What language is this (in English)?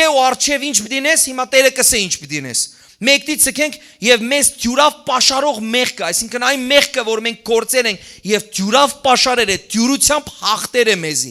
Western Armenian